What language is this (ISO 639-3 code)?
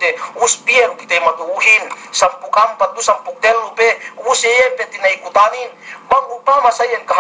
yka